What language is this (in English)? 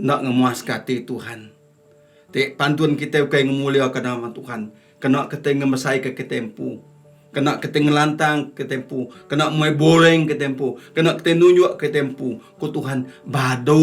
Iban